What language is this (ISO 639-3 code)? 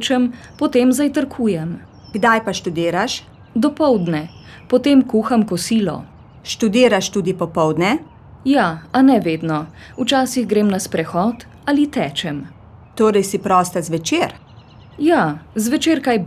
slv